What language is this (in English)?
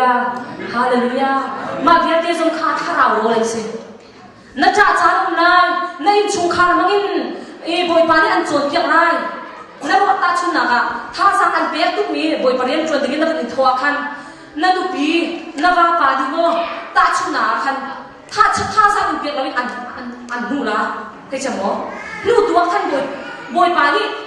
Hakha Chin